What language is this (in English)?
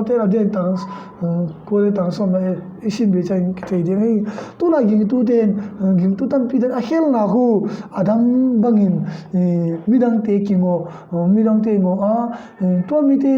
Tedim Chin